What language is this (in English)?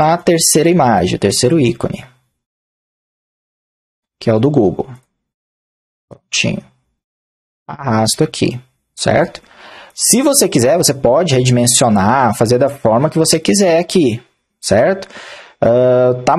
Portuguese